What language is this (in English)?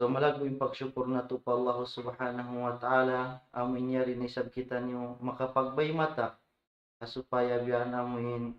Tausug